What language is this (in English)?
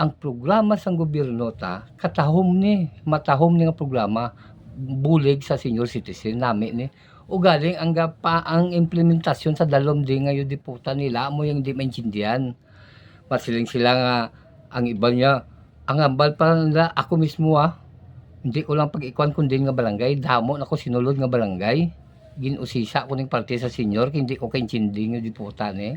Hiligaynon